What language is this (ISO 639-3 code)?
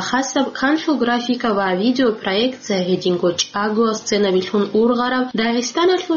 ava